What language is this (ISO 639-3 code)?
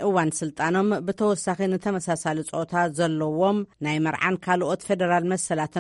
tir